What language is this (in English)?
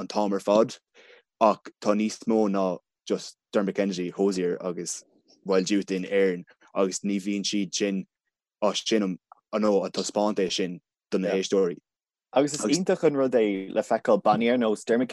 Irish